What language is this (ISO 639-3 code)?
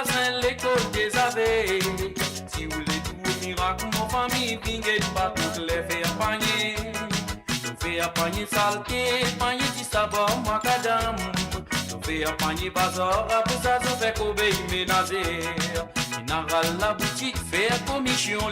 mfe